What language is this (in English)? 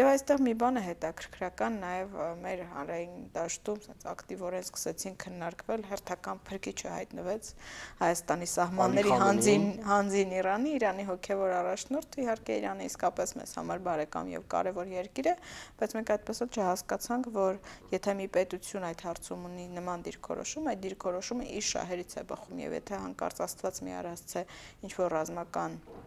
Armenian